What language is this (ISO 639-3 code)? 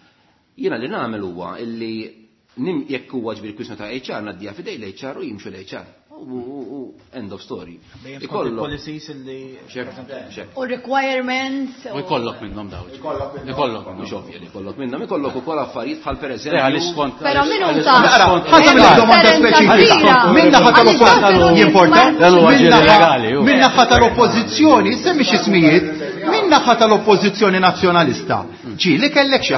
mlt